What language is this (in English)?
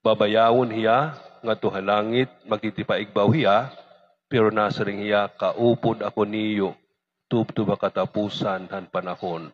Waray